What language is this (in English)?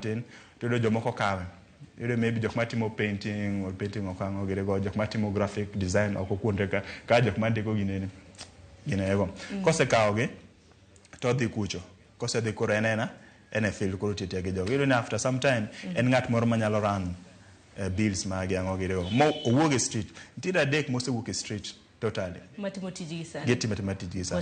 Luo (Kenya and Tanzania)